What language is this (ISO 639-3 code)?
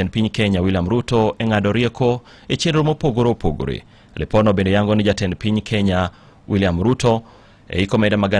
luo